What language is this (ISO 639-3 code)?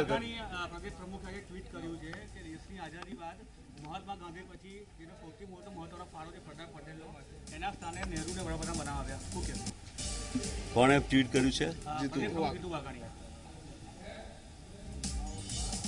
guj